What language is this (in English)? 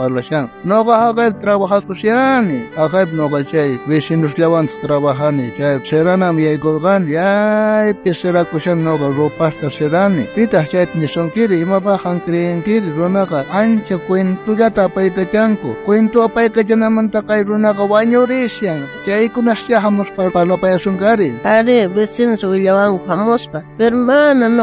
South Bolivian Quechua